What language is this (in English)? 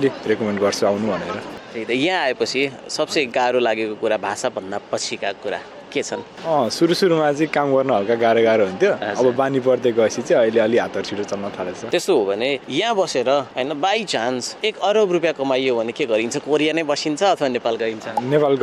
Nepali